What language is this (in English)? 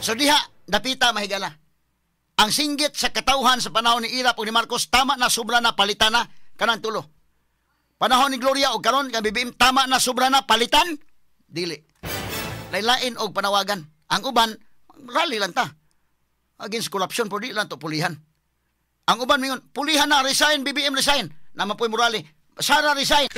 Cebuano